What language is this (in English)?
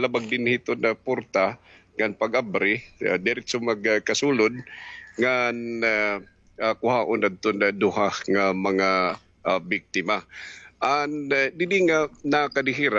Waray